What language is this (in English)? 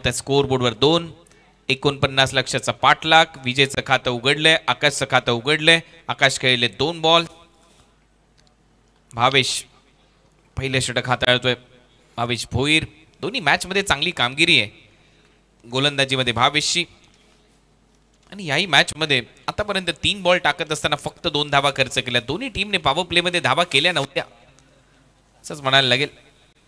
Marathi